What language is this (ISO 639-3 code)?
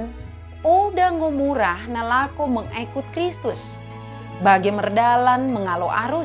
btd